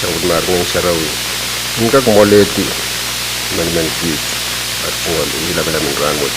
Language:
Pohnpeian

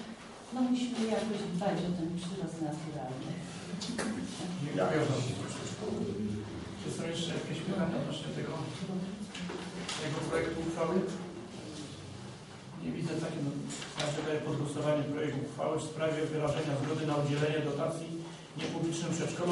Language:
Polish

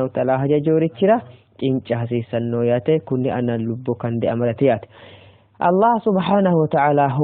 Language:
Sidamo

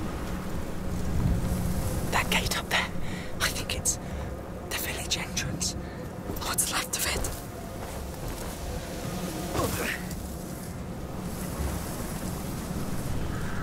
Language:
English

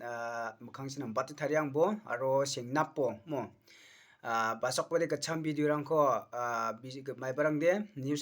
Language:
Garo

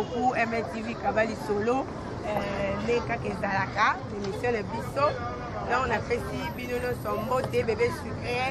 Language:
Lingala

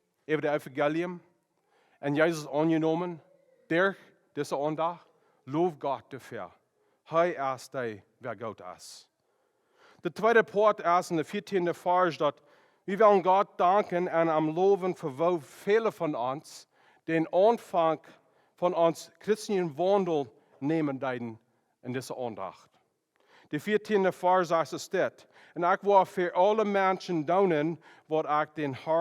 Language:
Plautdietsch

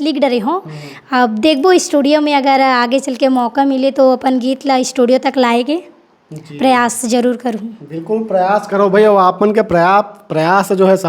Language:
Chhattisgarhi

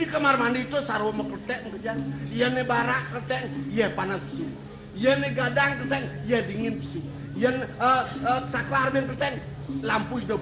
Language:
Balinese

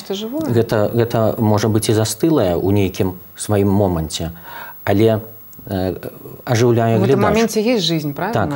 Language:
Belarusian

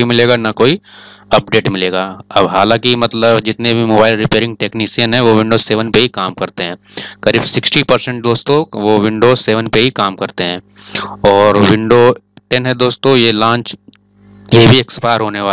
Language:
Hindi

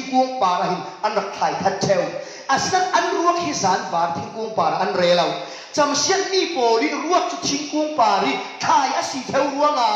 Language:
Falam Chin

